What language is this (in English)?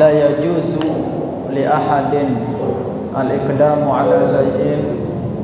Sasak